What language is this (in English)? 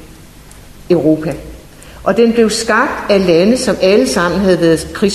Danish